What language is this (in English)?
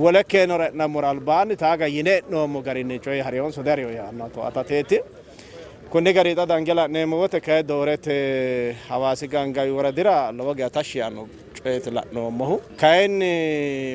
Sidamo